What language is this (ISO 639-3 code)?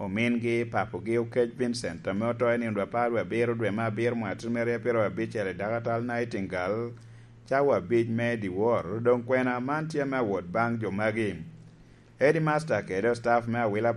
laj